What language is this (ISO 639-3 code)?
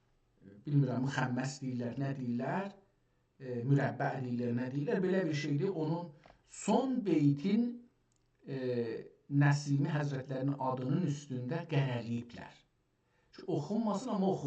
azb